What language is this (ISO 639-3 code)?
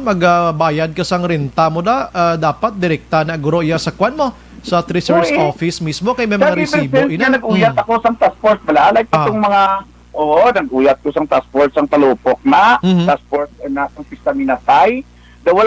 hil